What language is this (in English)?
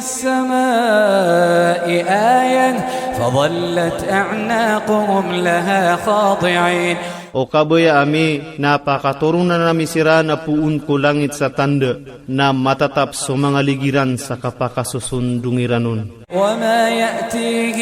Iranun (Philippines)